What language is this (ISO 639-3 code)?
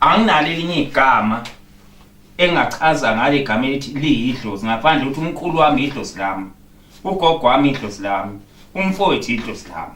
zul